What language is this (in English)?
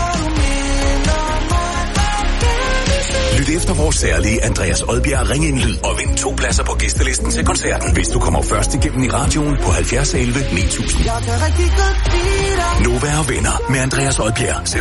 Danish